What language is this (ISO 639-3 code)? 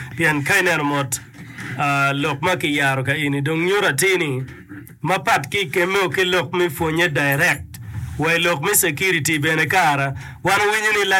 ach